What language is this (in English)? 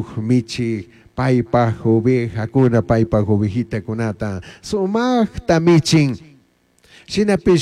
Chimborazo Highland Quichua